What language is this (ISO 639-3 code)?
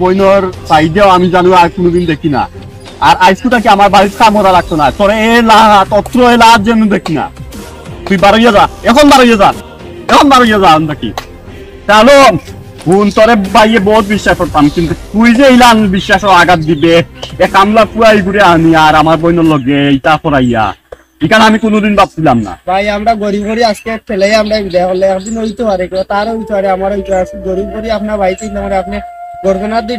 syl